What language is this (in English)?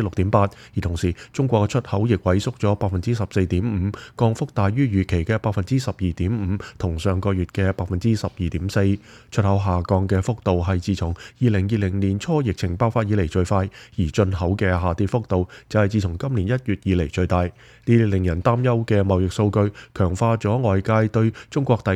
Cantonese